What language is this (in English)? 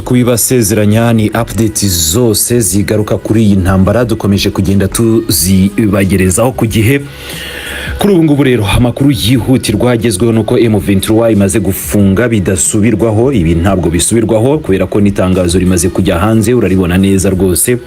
Kinyarwanda